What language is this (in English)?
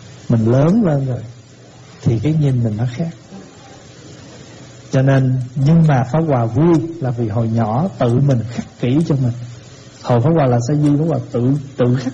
Vietnamese